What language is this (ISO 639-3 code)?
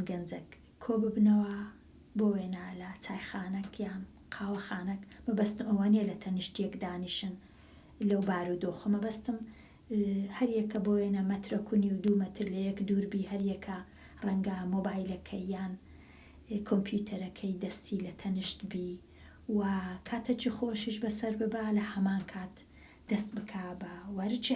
ckb